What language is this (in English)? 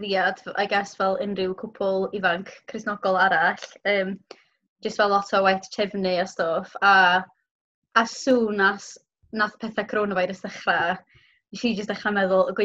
Welsh